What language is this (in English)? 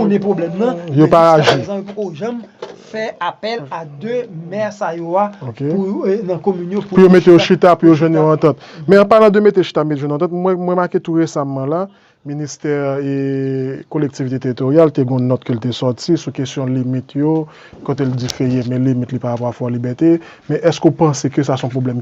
Haitian Creole